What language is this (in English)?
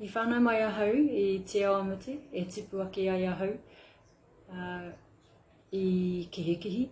Māori